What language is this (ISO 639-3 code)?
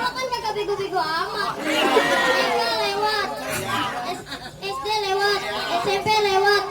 bew